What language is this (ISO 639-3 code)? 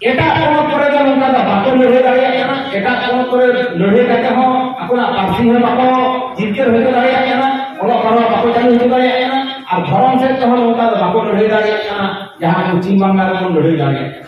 sat